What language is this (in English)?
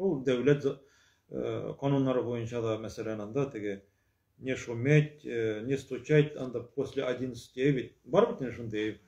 Tatar